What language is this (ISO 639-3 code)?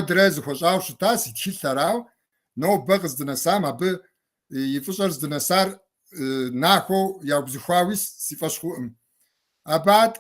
kbd